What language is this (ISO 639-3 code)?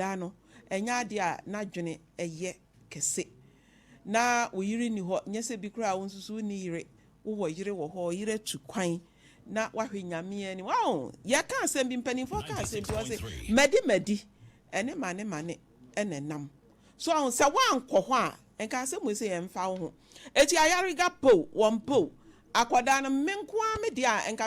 aka